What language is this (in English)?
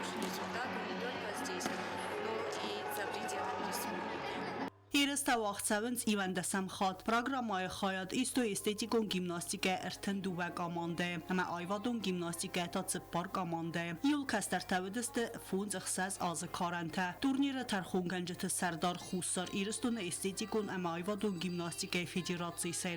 Ossetic